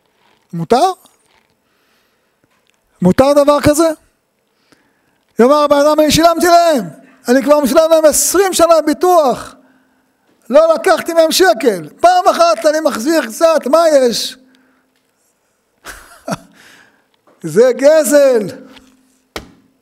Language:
Hebrew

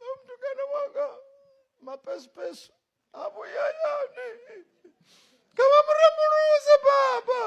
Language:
Venda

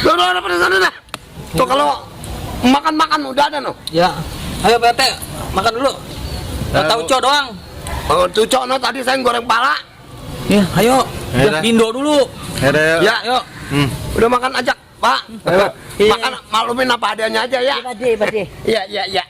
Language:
Betawi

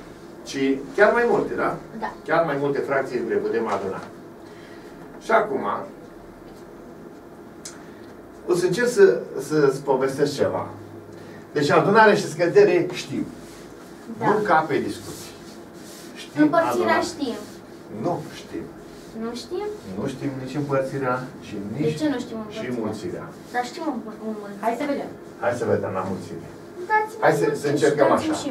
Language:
Romanian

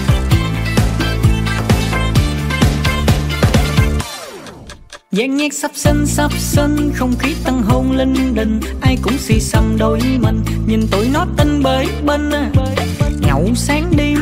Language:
Vietnamese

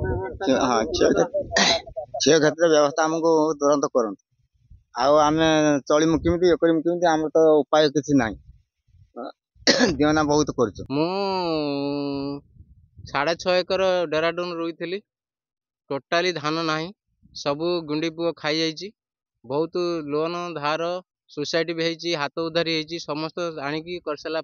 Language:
Odia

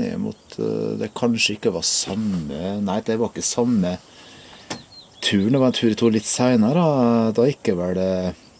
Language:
Norwegian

